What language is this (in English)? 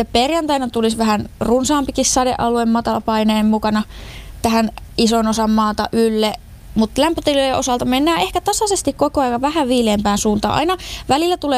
Finnish